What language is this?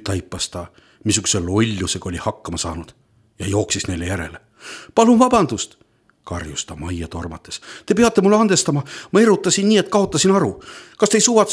Estonian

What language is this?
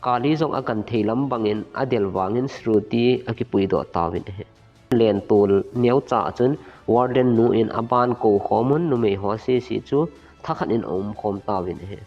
Thado Chin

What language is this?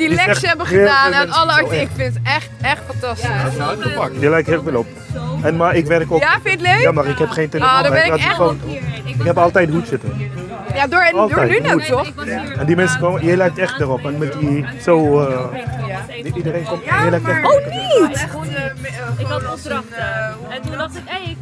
Dutch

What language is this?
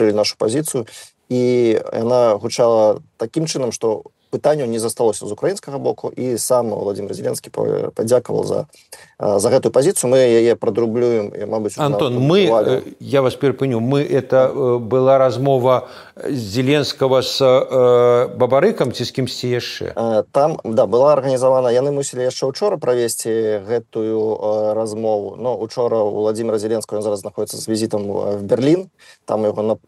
Belarusian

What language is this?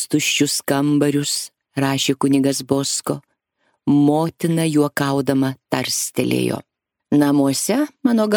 Lithuanian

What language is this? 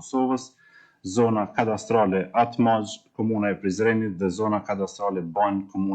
Albanian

